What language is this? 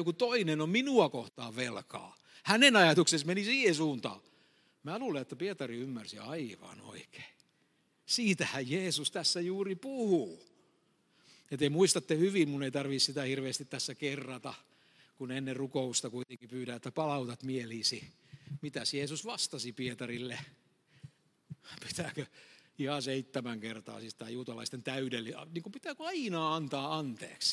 Finnish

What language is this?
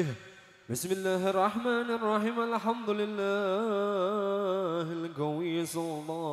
Arabic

